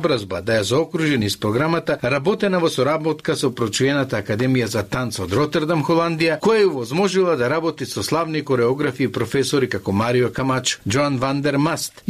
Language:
Macedonian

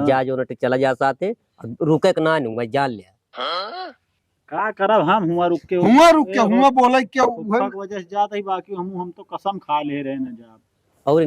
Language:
Awadhi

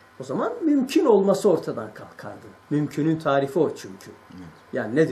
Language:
Turkish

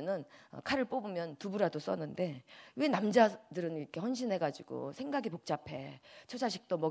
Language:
Korean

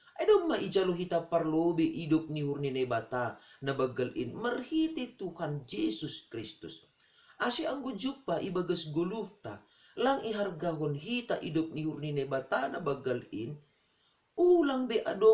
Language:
Batak Simalungun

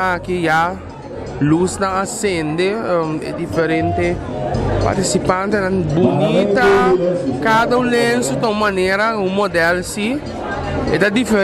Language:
Papiamento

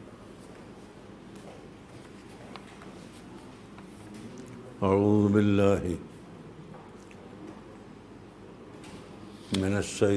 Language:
Malayalam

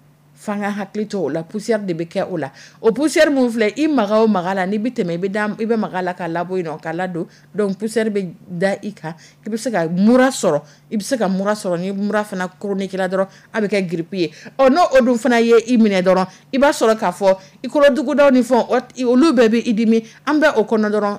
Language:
Dyula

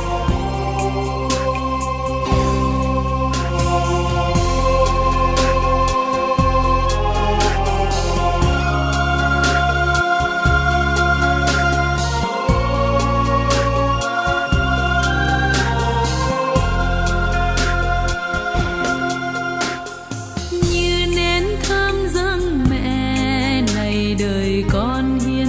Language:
Vietnamese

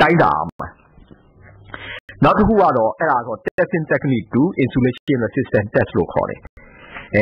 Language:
Burmese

